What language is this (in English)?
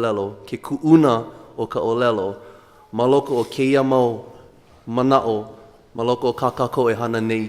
Hawaiian